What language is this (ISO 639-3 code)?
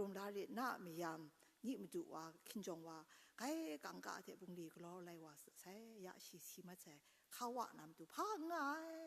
kac